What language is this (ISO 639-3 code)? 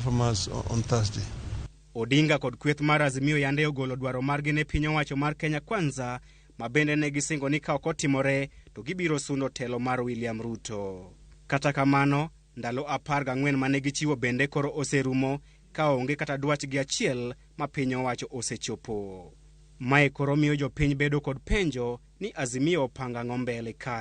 luo